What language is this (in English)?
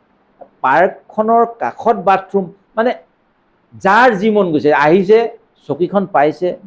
Assamese